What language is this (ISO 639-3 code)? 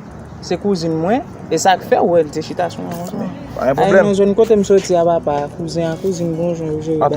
hat